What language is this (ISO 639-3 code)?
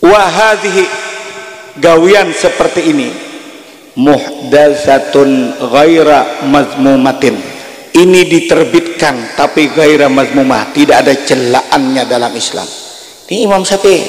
bjn